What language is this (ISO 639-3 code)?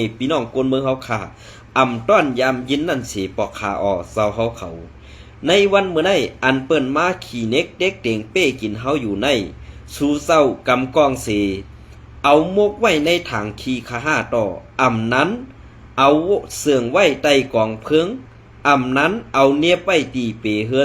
shn